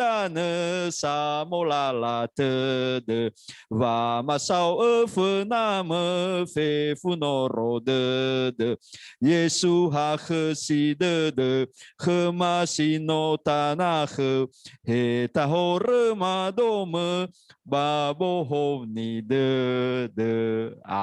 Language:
Nias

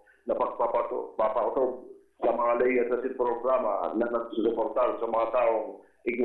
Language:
Bikol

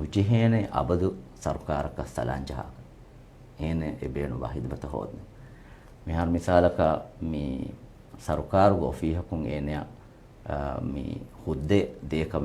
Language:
Divehi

